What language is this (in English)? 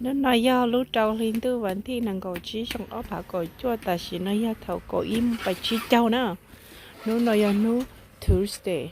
Hmong